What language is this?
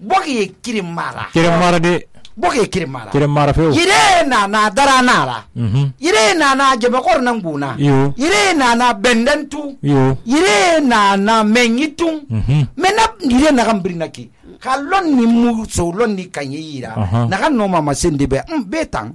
Susu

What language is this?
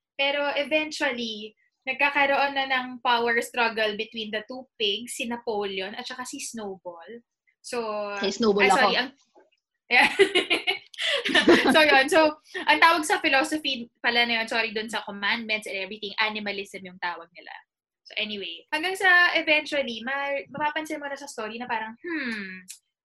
Filipino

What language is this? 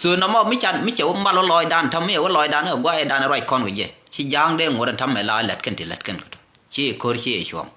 Nuer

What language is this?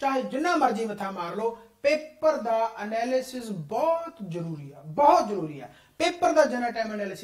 Punjabi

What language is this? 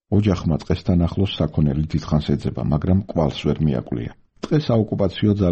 Georgian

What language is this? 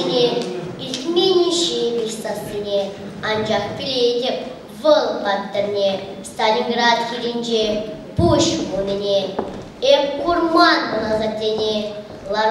Chuvash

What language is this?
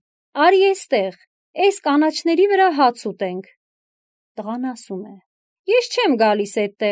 Armenian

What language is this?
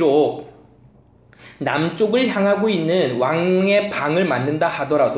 Korean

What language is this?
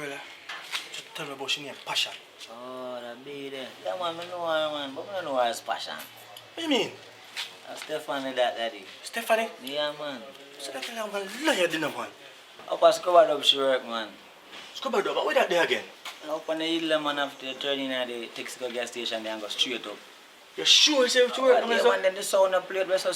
Jamaican Creole English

